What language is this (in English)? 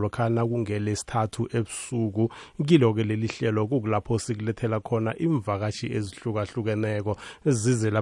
South Ndebele